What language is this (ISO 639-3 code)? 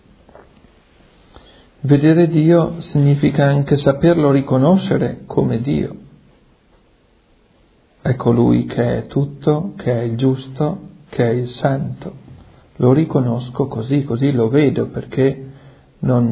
ita